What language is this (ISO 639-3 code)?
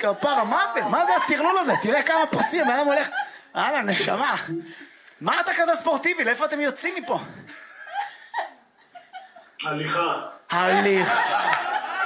heb